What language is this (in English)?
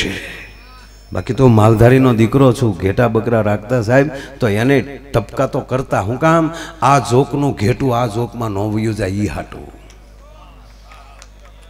Gujarati